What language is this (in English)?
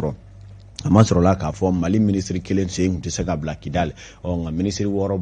Bambara